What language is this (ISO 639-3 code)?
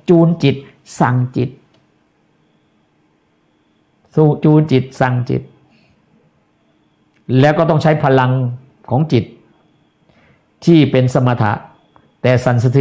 tha